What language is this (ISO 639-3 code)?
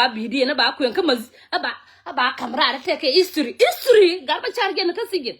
nus